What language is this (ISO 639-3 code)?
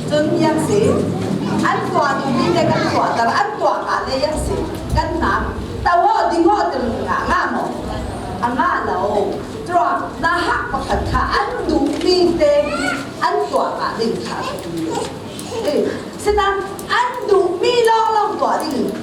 cfm